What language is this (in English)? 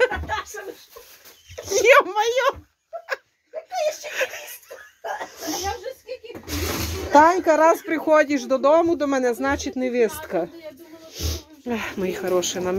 Ukrainian